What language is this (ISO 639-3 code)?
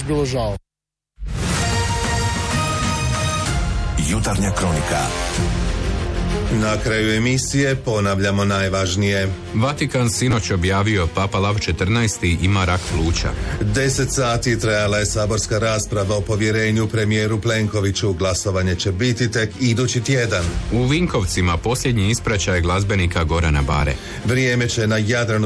hrv